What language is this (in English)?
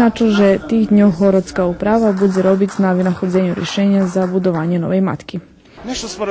Rusyn